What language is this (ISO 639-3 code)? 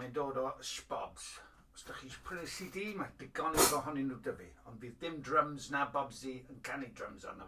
cym